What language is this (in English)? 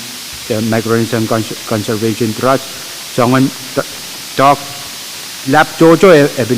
Pohnpeian